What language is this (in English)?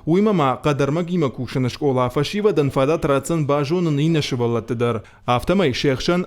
Ossetic